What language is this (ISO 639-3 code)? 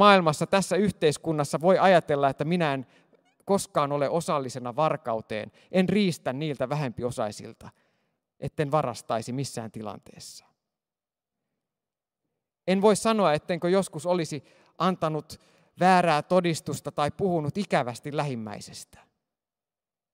fin